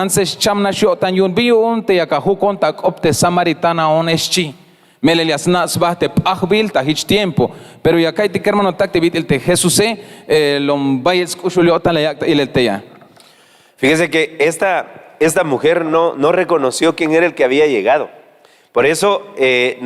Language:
Tzeltal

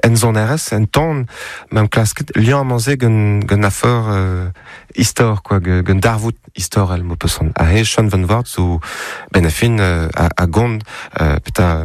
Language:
Breton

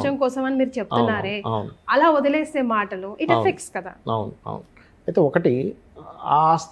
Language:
Telugu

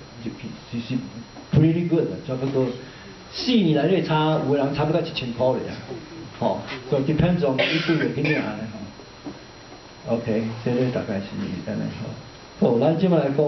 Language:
Min Nan Chinese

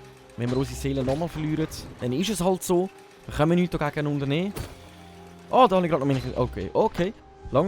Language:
Swiss German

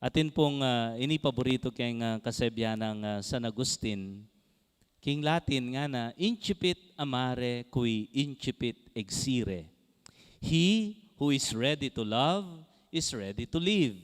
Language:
Pampanga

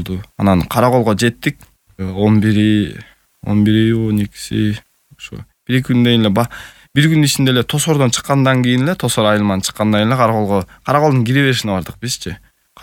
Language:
Kyrgyz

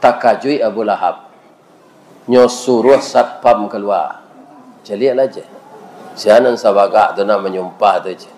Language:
Minangkabau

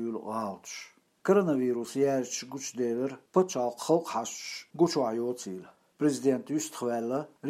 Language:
Chechen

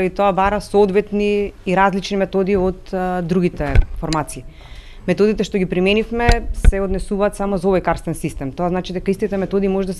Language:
Macedonian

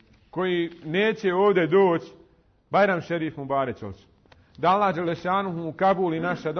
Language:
Bosnian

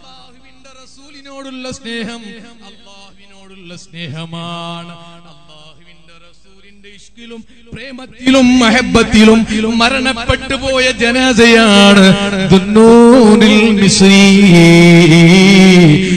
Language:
Malayalam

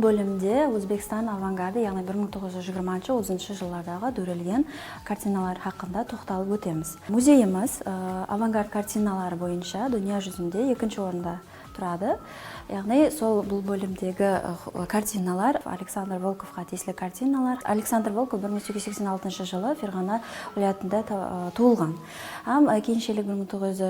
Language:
Kara-Kalpak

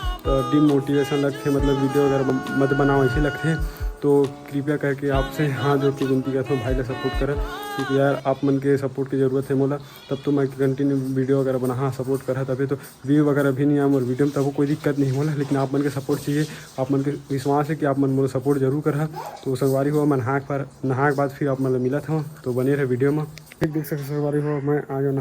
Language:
Chhattisgarhi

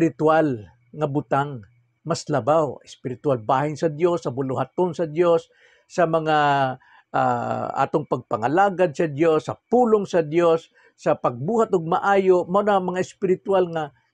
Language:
Cebuano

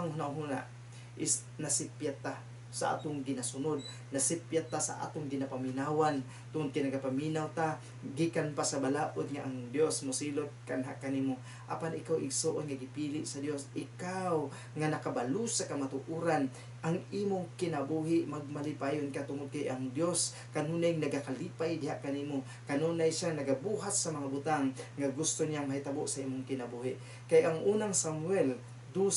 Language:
Cebuano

